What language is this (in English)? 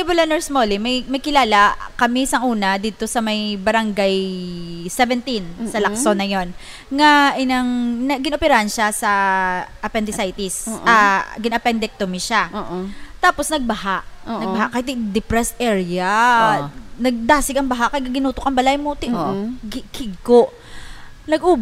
Hiligaynon